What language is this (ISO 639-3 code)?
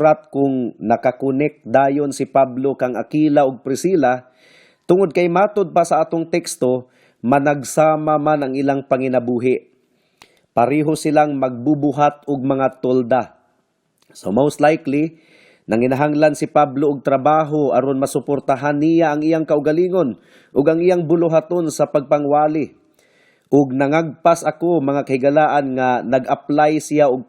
ceb